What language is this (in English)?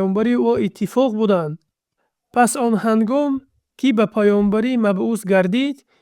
Tajik